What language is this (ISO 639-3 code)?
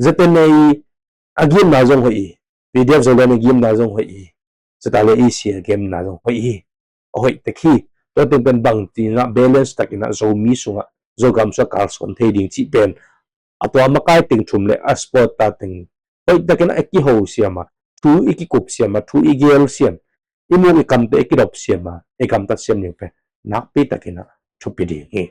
ctd